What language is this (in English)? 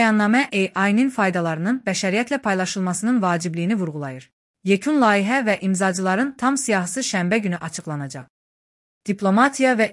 Azerbaijani